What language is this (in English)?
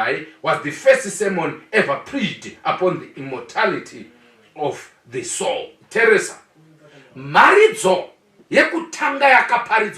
Shona